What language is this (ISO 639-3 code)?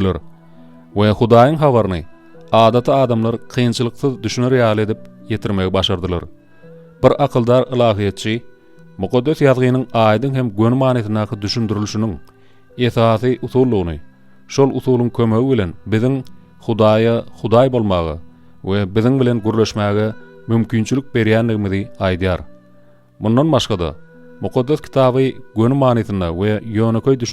tuk